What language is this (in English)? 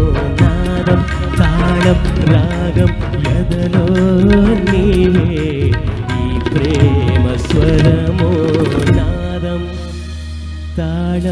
Telugu